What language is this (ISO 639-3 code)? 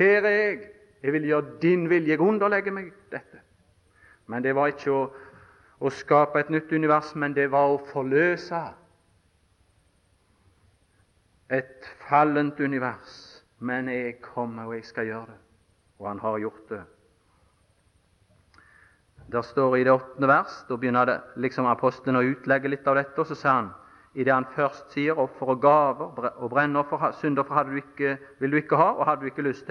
nor